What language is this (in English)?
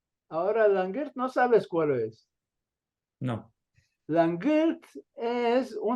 Ladino